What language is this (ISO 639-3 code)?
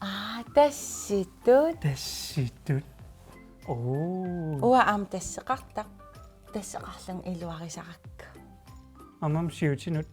kal